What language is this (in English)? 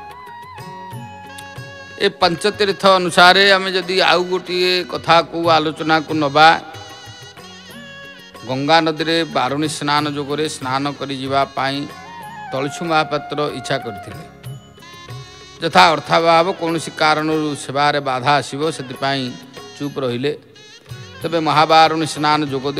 Odia